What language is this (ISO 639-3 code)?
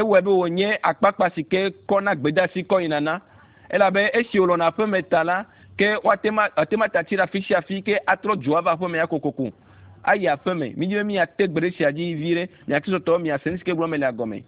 ewe